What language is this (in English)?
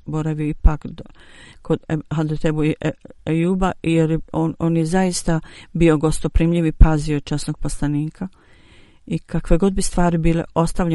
Bosnian